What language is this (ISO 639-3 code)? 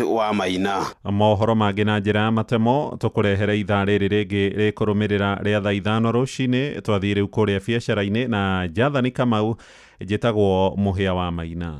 kik